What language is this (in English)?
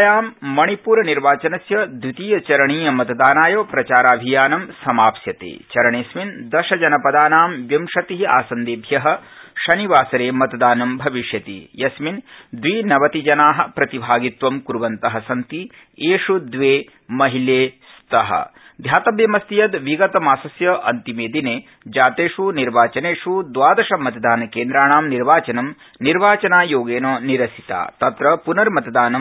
Sanskrit